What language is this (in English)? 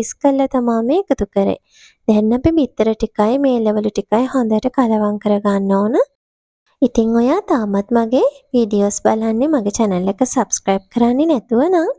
Sinhala